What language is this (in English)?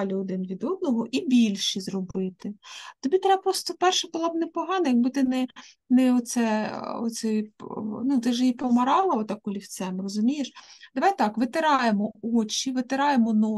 Ukrainian